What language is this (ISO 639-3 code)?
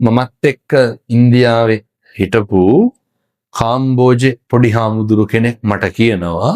sin